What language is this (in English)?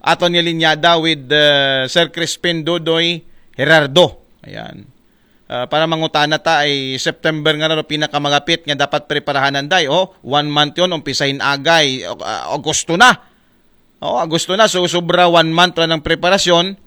Aklanon